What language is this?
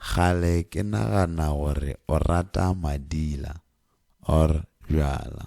Northern Sotho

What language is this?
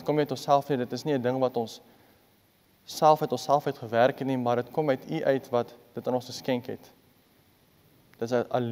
Afrikaans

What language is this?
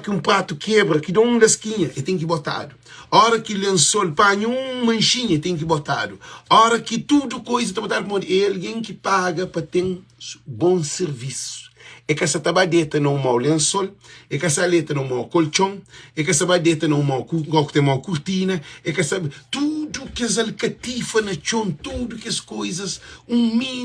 Kabuverdianu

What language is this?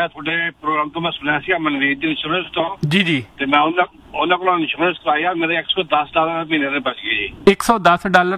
Punjabi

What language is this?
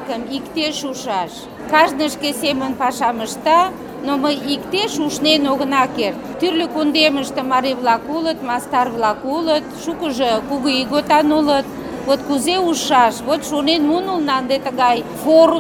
Mari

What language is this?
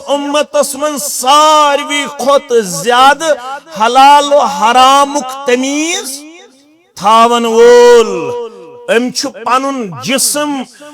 Kashmiri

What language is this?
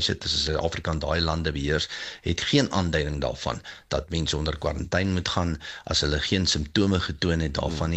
Afrikaans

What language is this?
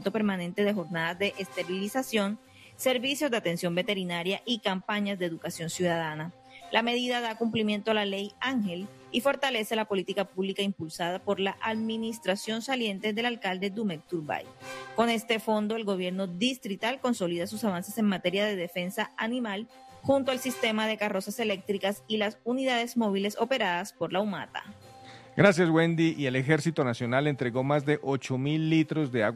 Spanish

